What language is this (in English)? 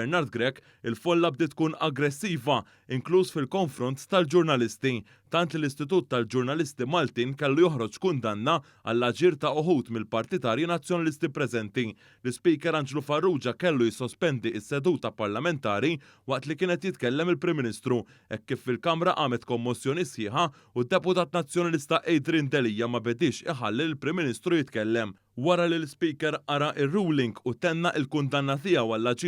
Maltese